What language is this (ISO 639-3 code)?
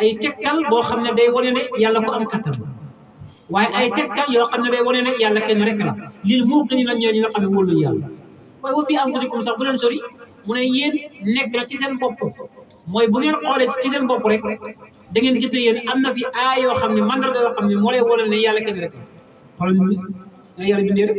wol